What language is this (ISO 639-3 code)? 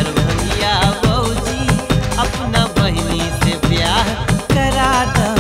bho